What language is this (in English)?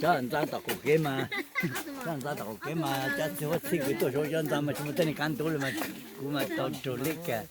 Hmong